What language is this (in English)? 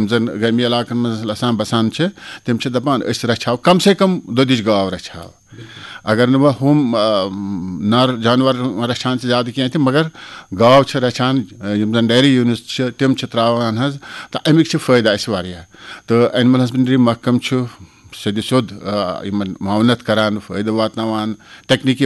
Kashmiri